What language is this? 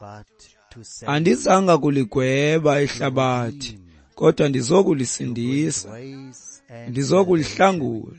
Xhosa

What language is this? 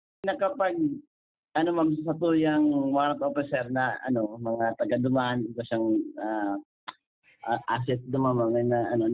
Bikol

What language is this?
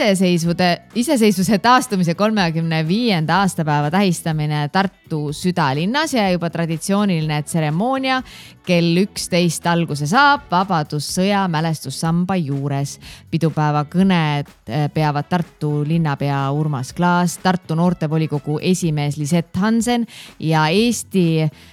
Estonian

